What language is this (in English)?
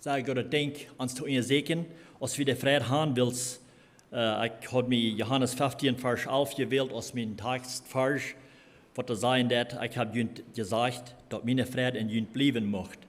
Plautdietsch